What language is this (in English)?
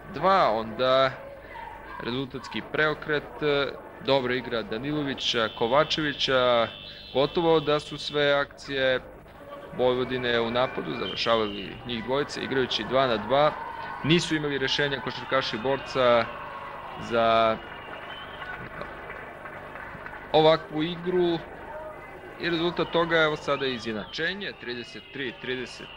Serbian